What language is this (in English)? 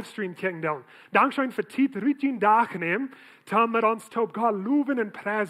Plautdietsch